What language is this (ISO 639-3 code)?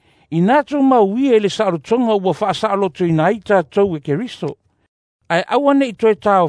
smo